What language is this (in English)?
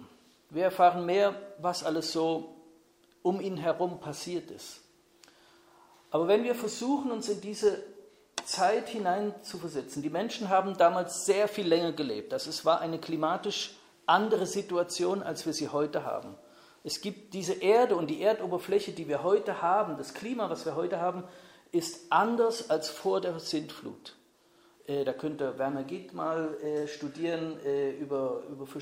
German